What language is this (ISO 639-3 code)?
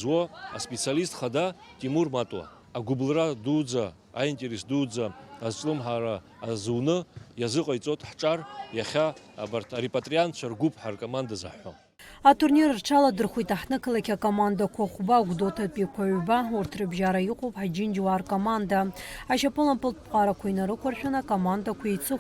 abk